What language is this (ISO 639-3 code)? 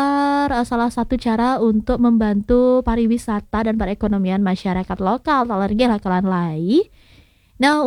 ban